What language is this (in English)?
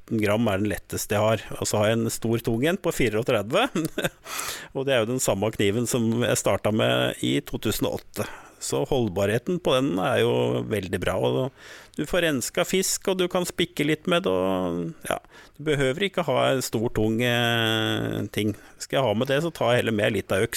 Norwegian